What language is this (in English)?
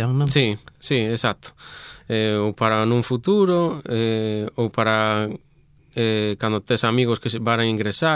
Galician